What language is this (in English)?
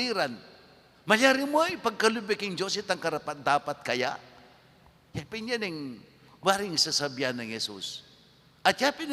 Pampanga